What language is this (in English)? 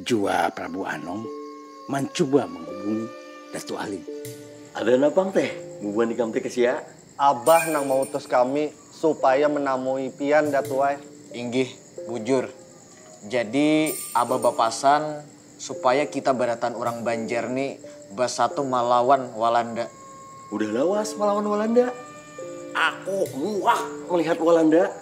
Banjar